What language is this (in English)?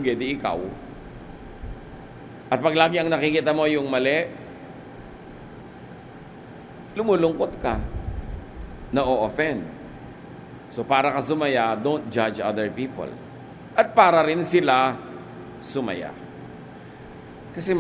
Filipino